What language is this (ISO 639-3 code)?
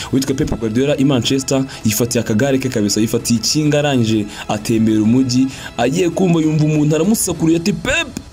kin